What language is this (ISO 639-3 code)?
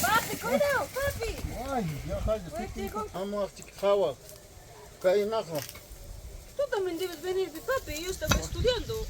quy